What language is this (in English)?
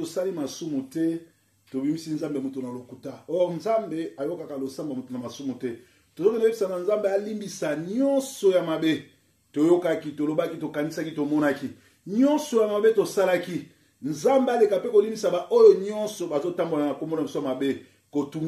Lingala